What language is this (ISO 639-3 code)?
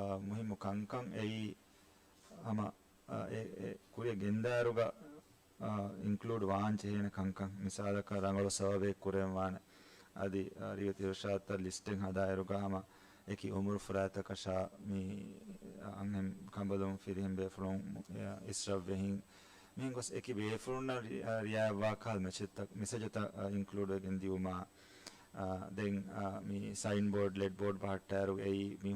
div